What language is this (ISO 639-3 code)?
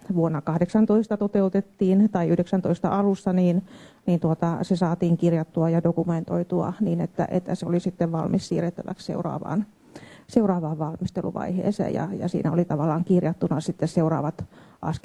fin